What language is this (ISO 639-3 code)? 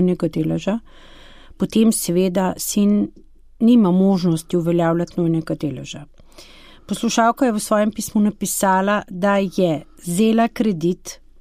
slv